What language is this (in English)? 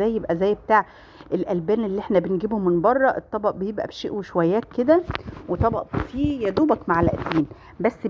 Egyptian Arabic